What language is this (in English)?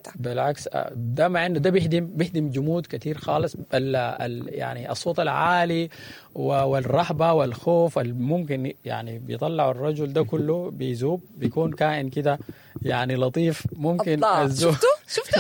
Sudanese Arabic